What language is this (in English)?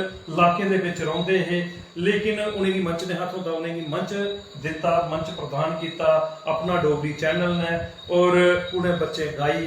Dogri